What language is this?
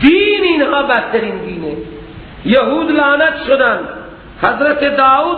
Persian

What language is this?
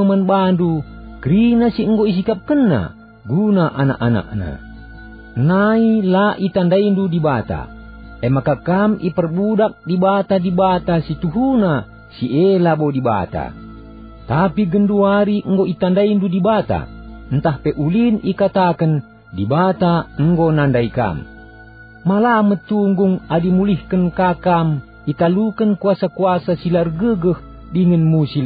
Batak Karo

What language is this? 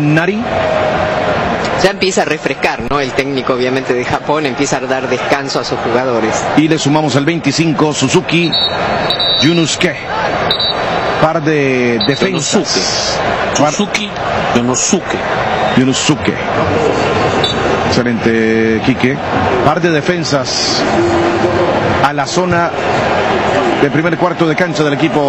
Spanish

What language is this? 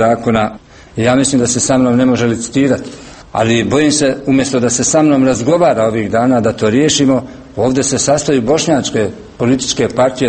Croatian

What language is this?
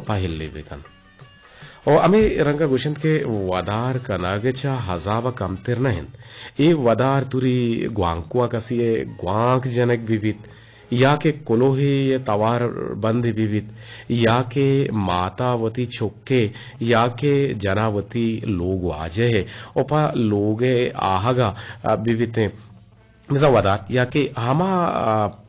Eastern Balochi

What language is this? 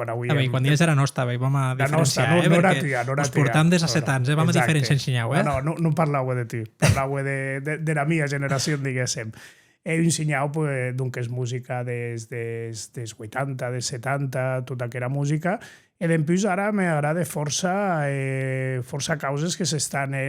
Occitan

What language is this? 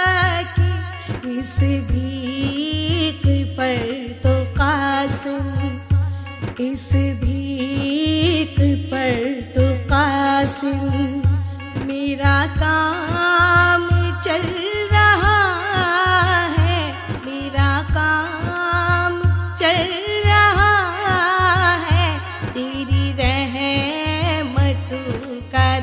Urdu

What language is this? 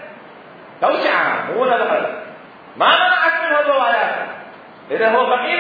Mesopotamian Arabic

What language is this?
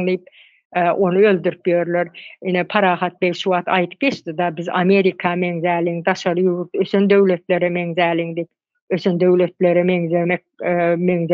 Turkmen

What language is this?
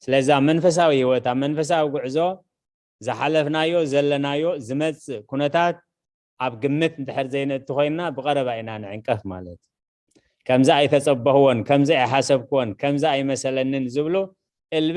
Tigrinya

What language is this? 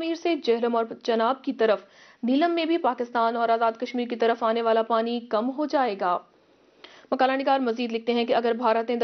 Urdu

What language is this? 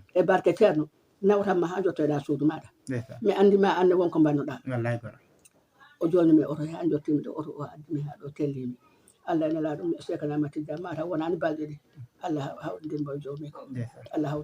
Fula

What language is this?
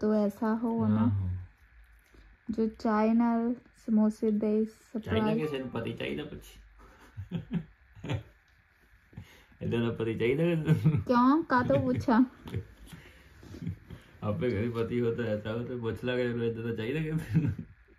Punjabi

